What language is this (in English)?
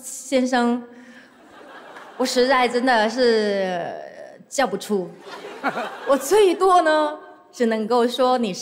Chinese